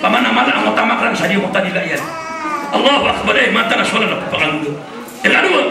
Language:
Maranao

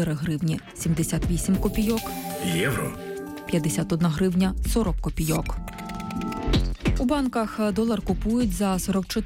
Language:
Ukrainian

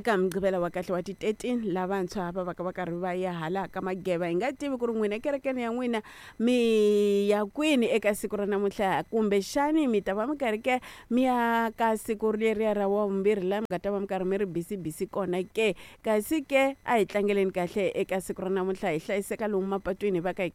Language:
Tsonga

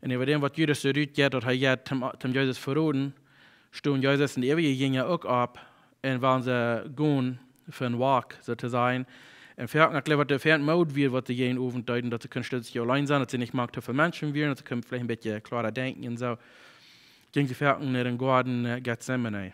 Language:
Plautdietsch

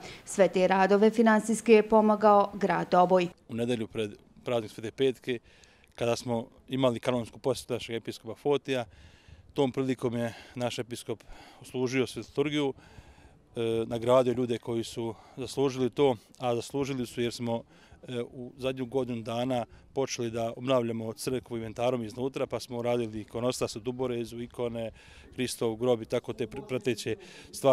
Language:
Bosnian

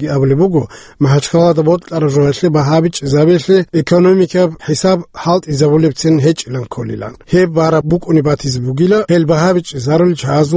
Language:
Avaric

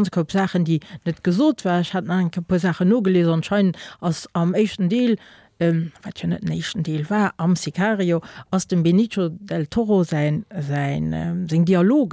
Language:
Luxembourgish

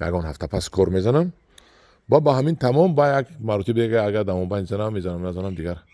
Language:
Tajik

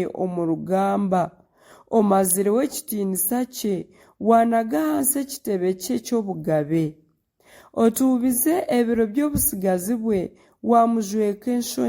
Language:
Nyankole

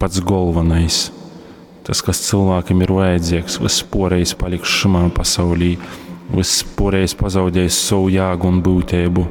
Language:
Latgalian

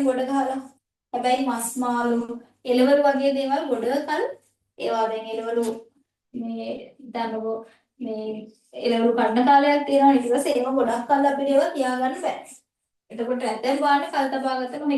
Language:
Sinhala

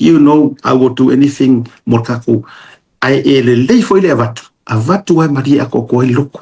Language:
Samoan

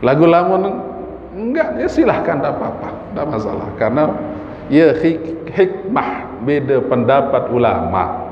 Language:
Sasak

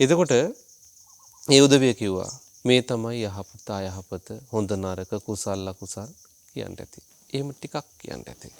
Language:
Sinhala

